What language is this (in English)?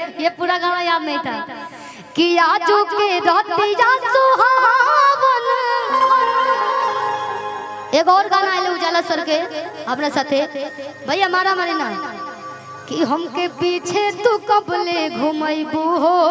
Bhojpuri